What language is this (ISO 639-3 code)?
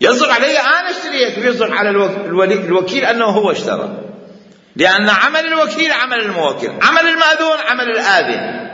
acm